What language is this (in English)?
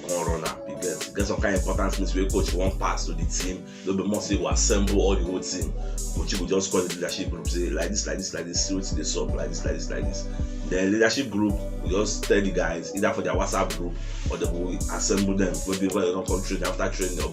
Nigerian Pidgin